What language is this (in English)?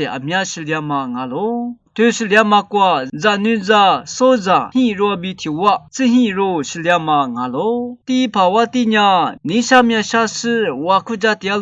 Lisu